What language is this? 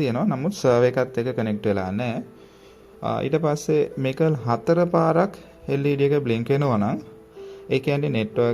Sinhala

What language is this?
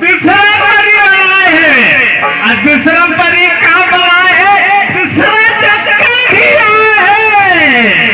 Chhattisgarhi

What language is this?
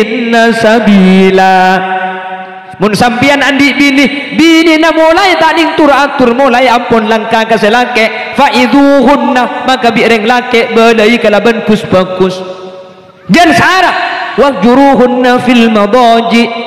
Madurese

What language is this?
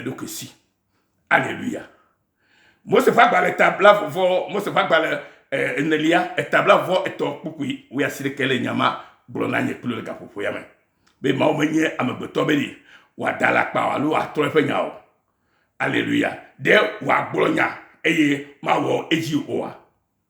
Ewe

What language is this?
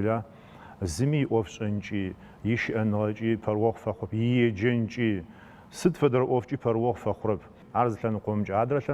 Adyghe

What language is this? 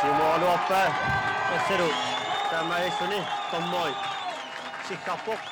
Kalaallisut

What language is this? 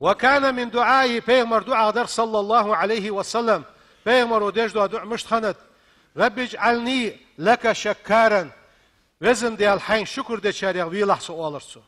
Ingush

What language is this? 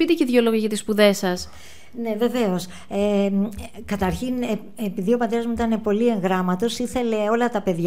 Greek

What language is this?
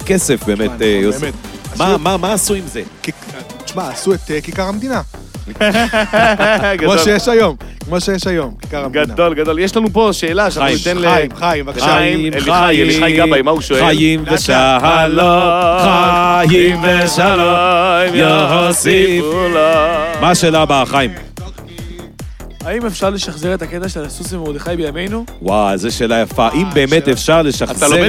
Hebrew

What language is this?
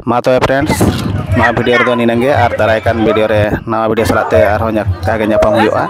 Santali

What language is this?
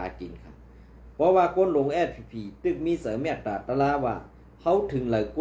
Shan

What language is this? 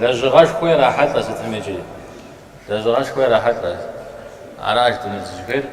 Kabardian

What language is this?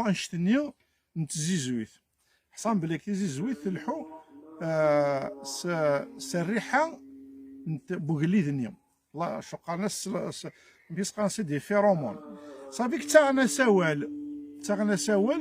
Kabyle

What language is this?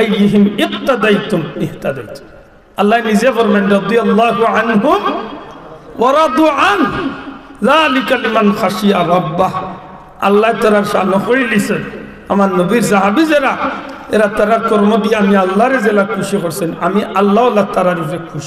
Sylheti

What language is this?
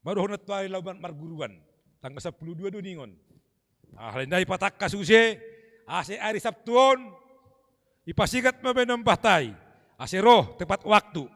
Batak Simalungun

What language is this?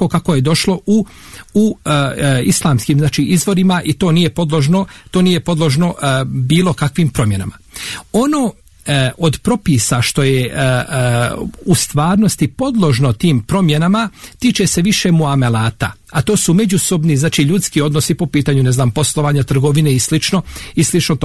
Bosnian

